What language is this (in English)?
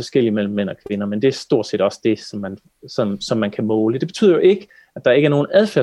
Danish